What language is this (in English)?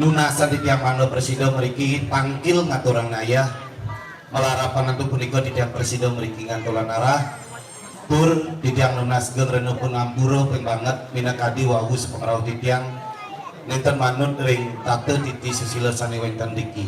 Balinese